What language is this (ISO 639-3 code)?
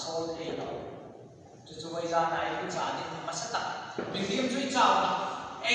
hmr